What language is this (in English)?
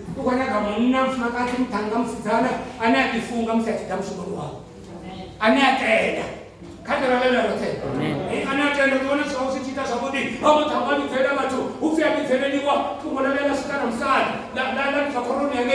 Venda